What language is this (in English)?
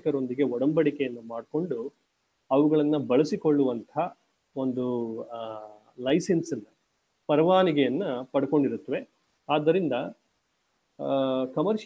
Kannada